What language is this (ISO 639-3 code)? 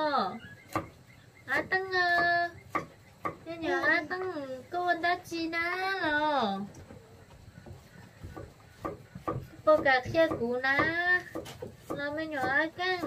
vie